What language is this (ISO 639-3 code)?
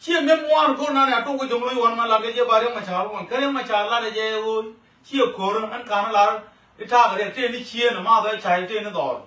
nus